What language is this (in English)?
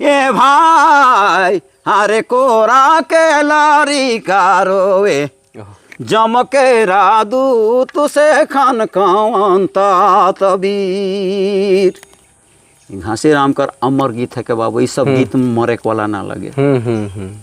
Sadri